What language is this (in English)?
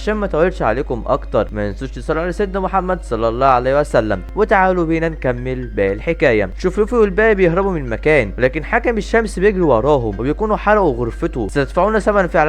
Egyptian Arabic